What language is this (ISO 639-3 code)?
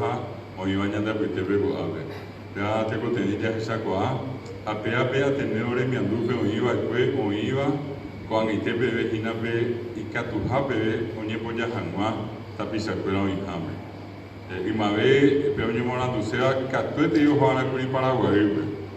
grn